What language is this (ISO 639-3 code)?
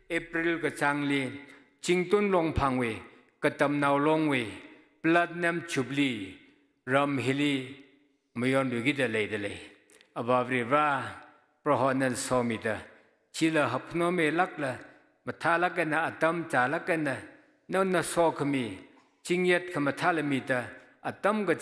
nmf